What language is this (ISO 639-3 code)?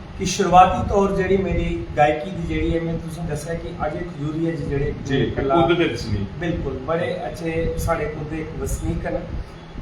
doi